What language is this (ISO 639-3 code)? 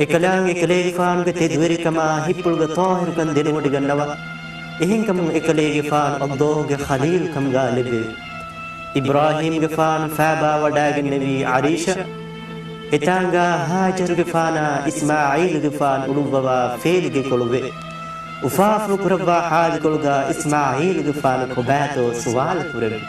div